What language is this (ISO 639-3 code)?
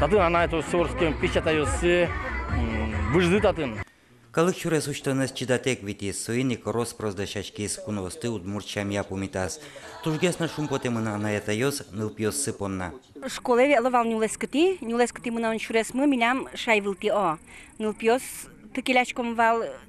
udm